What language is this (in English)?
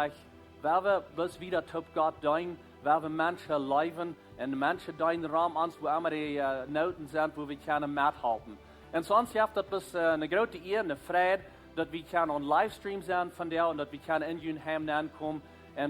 Plautdietsch